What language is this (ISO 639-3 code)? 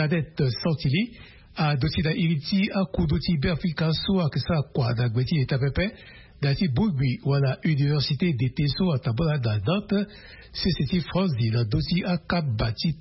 sag